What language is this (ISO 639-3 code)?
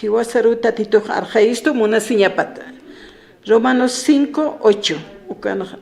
aym